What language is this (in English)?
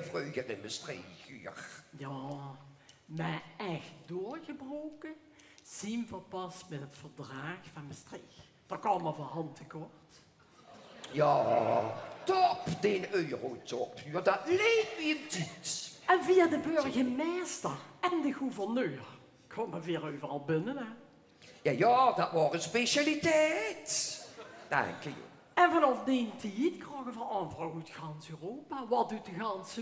Limburgish